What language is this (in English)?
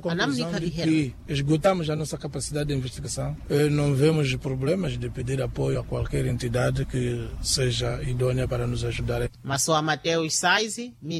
Makhuwa